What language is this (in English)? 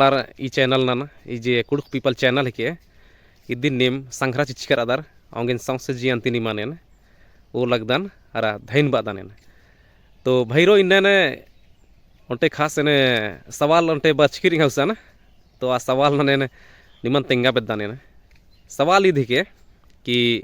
Kurukh